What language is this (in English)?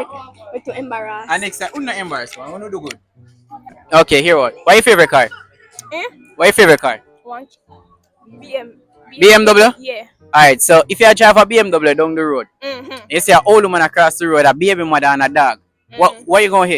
Jamaican Creole English